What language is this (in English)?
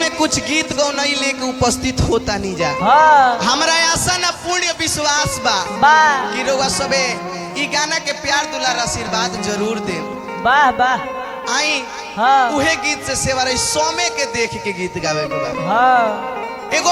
Bhojpuri